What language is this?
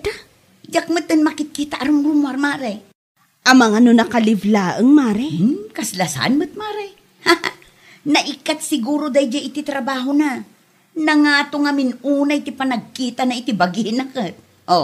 Iloko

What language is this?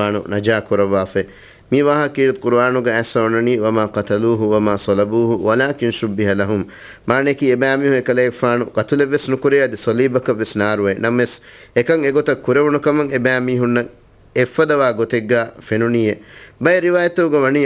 Divehi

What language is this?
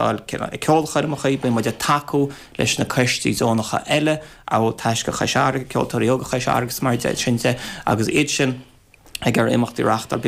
Irish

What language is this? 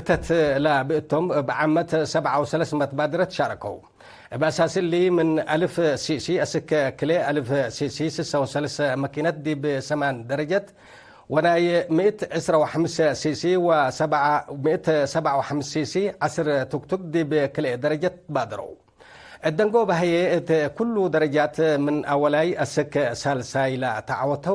Tigre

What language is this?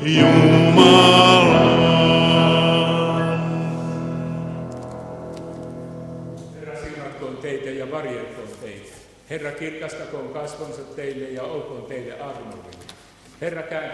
Finnish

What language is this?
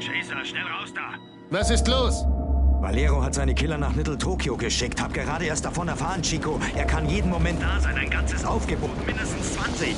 Bavarian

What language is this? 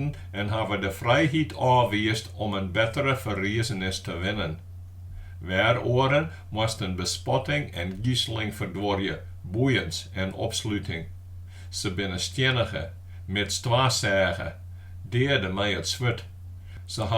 Western Frisian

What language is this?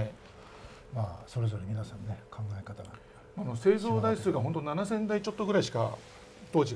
Japanese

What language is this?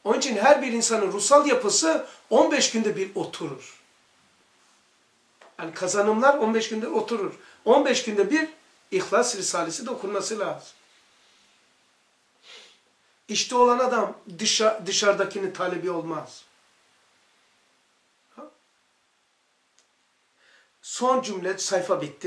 Turkish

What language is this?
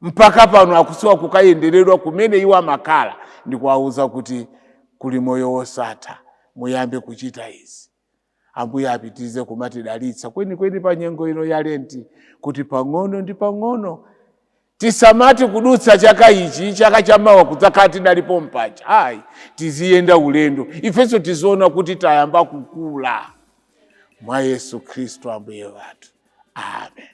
Nyanja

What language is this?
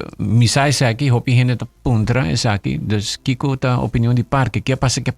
Papiamento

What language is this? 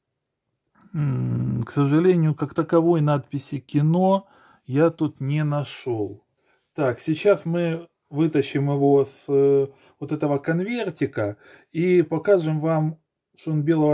Russian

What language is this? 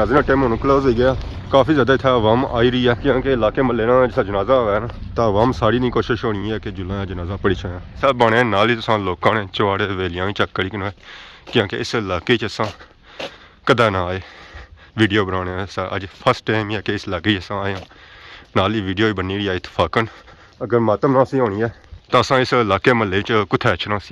Pahari-Potwari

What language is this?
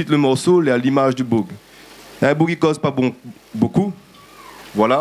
Réunion Creole French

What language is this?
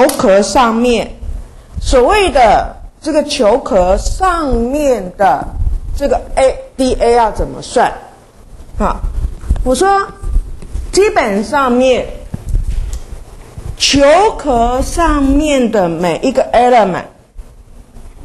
Chinese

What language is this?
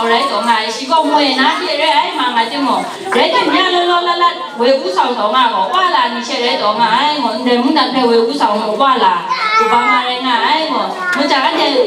Kachin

